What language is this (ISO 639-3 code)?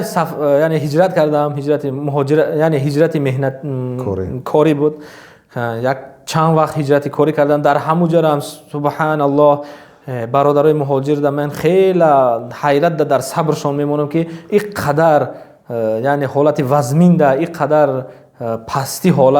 tgk